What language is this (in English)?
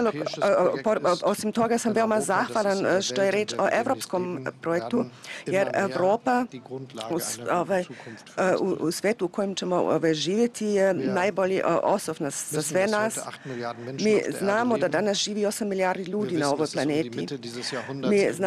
Serbian